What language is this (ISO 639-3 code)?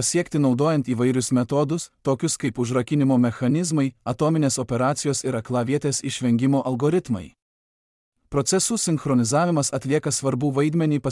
lit